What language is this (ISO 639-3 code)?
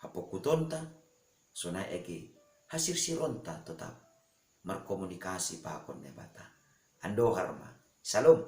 bts